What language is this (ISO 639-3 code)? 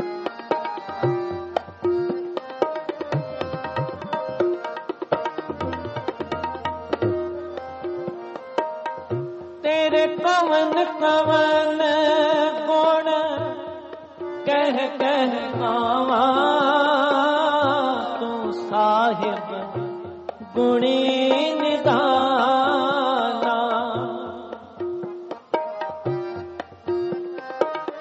pan